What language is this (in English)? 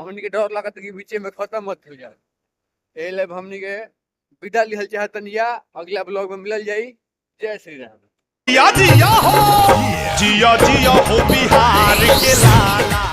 Bhojpuri